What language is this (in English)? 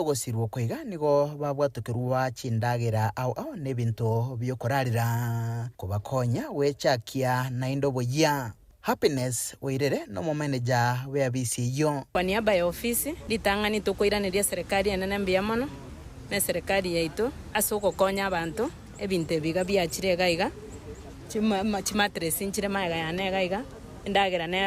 Gusii